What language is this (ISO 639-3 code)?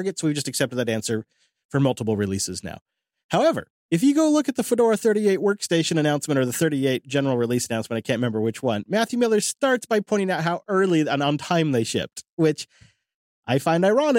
eng